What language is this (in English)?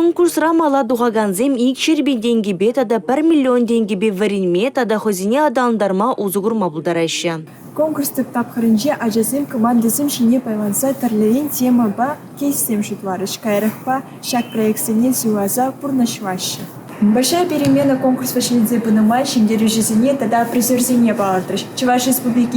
Chuvash